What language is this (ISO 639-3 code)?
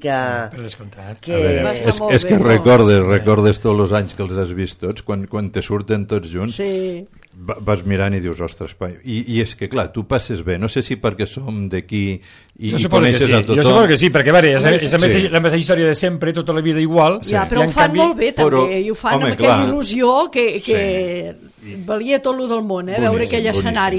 cat